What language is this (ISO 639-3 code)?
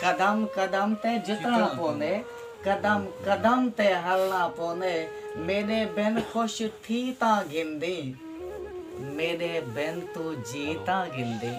skr